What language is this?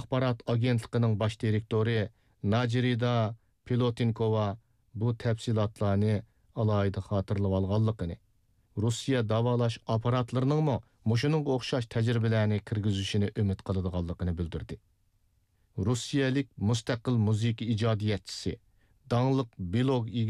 Uyghur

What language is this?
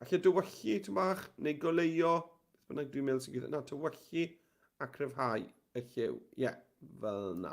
Welsh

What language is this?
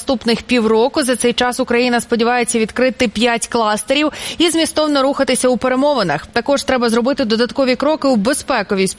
Ukrainian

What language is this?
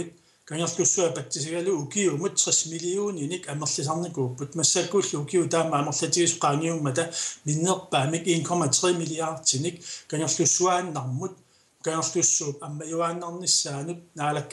Kalaallisut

